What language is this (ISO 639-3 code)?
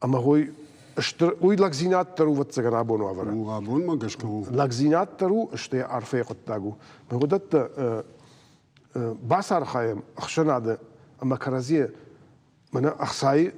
oss